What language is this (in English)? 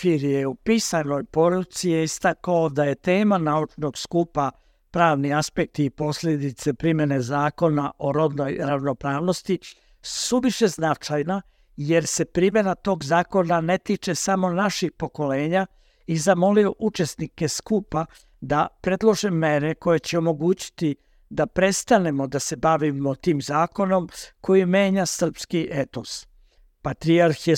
Serbian